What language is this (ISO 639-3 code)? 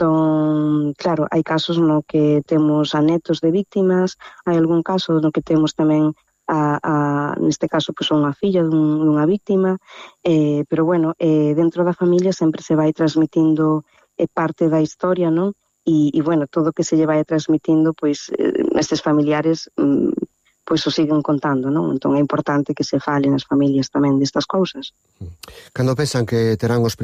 glg